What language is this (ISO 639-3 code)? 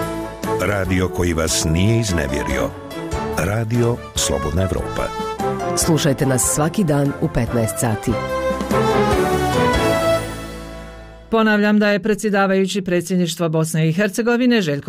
bos